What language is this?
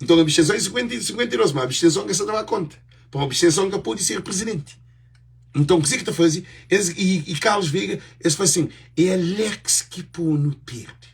Kabuverdianu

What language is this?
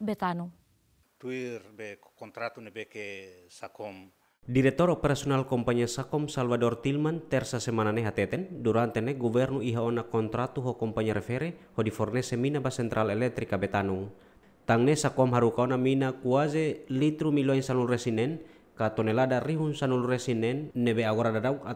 Tetum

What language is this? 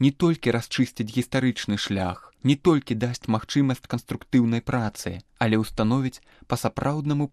Belarusian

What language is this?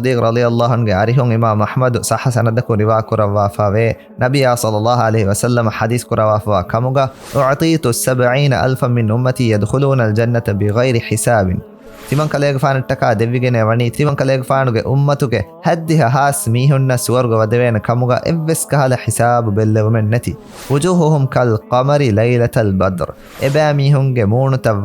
Divehi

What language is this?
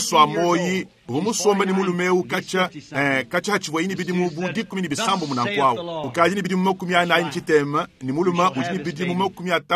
Luba-Lulua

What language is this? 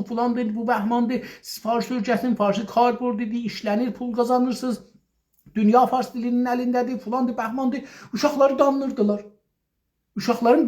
South Azerbaijani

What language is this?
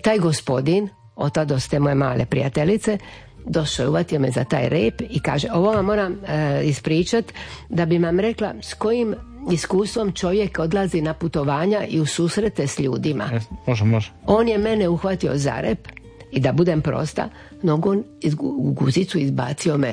Croatian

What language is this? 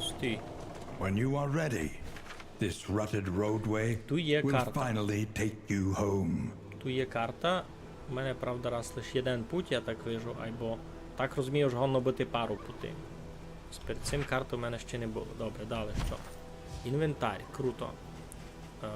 Rusyn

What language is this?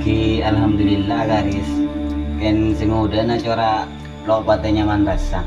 Madurese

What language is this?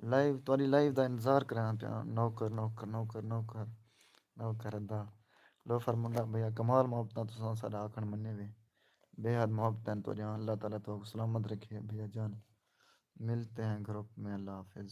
Saraiki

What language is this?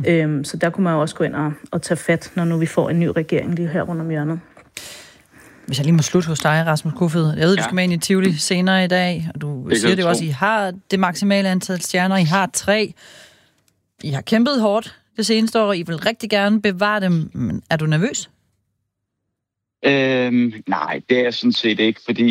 Danish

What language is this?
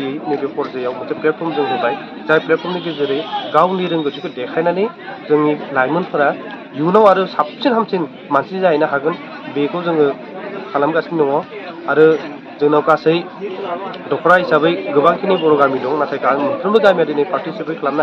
Bodo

